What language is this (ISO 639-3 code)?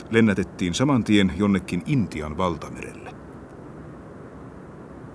fin